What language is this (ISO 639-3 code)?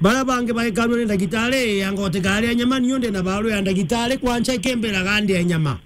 mer